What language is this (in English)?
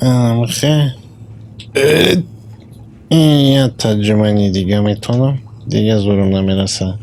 Tajik